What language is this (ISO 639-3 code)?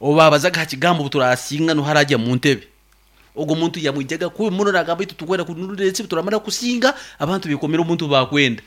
nyn